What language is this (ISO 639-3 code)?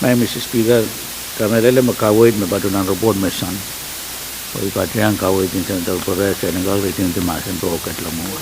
pon